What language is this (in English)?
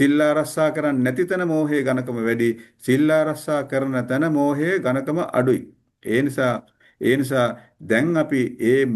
Sinhala